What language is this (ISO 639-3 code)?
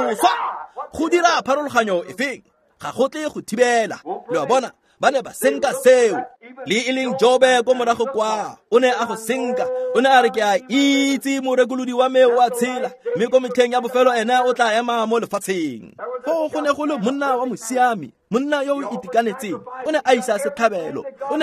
tsn